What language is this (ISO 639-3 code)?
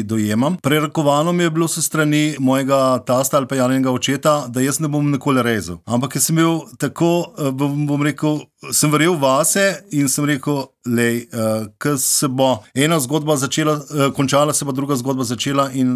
slv